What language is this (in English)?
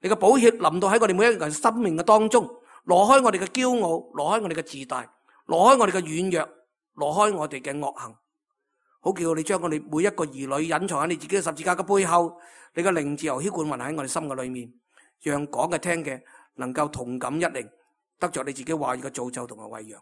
Cantonese